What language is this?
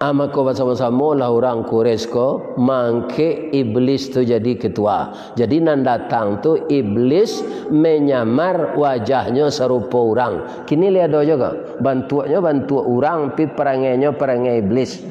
Minangkabau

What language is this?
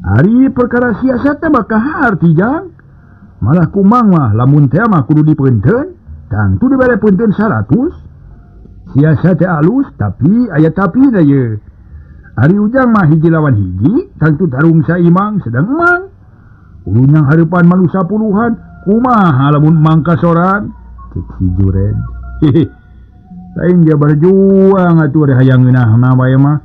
Sundanese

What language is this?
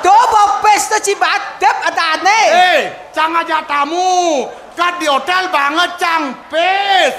Balinese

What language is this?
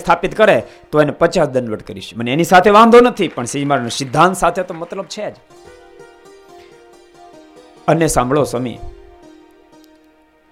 Gujarati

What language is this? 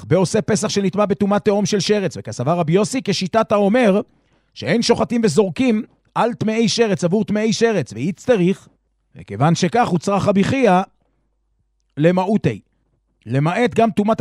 Hebrew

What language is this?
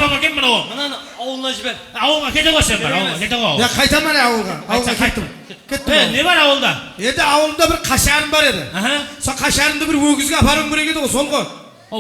Kara-Kalpak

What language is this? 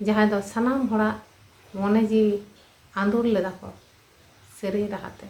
Santali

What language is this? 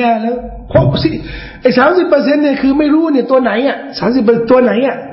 Thai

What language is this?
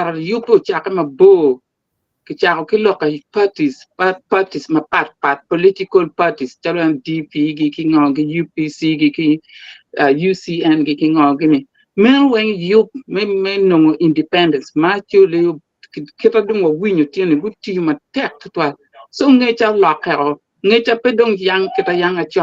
Acoli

